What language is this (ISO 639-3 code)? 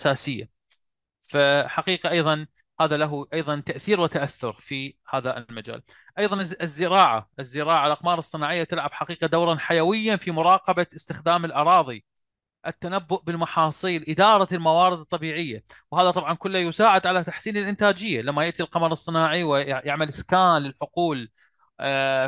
ara